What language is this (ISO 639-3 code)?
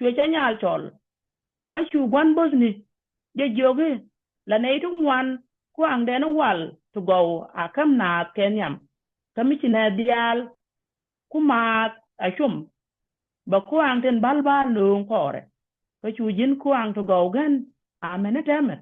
nus